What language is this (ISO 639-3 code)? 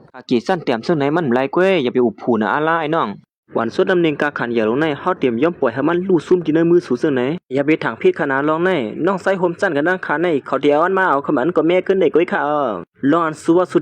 shn